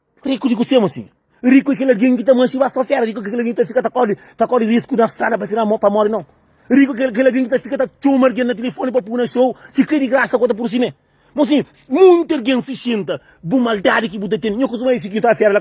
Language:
Kabuverdianu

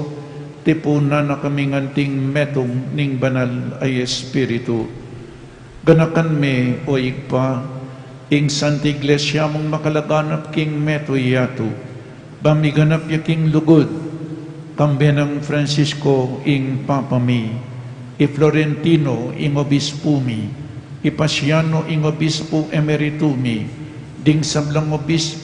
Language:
Pampanga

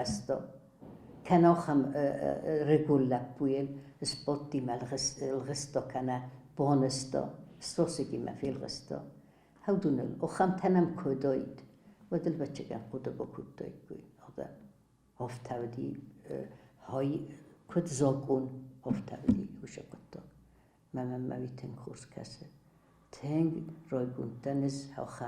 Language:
Ossetic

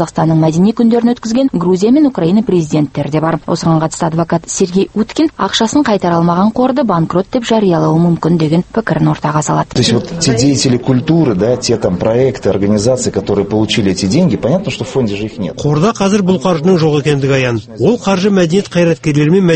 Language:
Kazakh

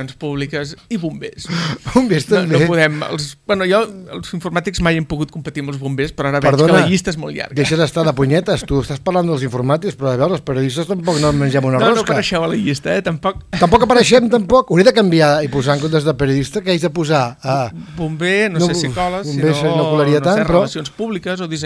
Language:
Catalan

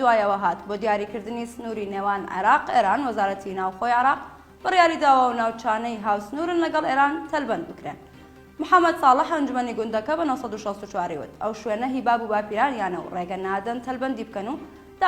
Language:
Central Kurdish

